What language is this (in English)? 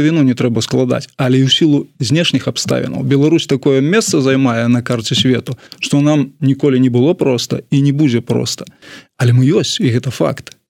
Belarusian